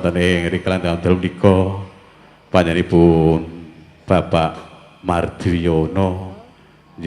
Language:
Javanese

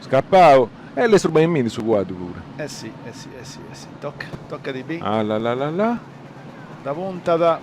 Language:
Sardinian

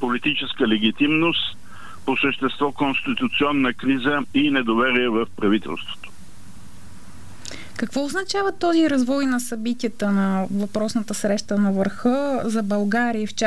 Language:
Bulgarian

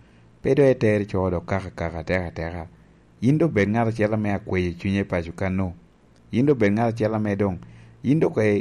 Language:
Lango (Uganda)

